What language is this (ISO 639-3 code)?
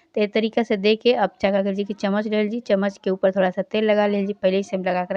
bho